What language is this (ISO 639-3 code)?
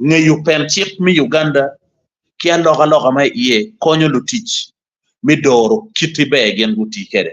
ach